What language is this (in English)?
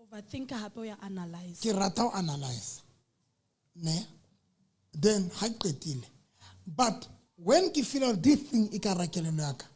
Southern Sotho